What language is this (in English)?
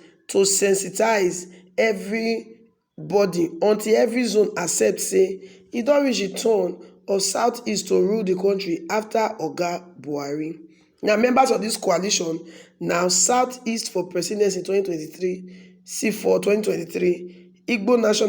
Nigerian Pidgin